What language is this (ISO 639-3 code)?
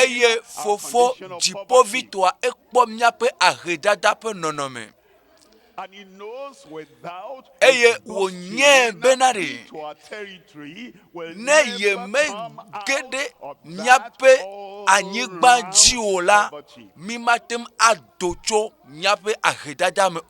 ewe